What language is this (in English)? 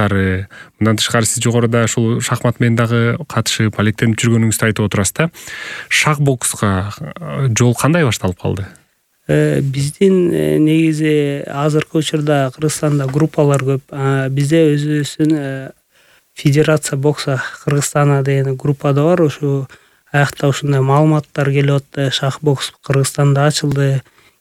Kyrgyz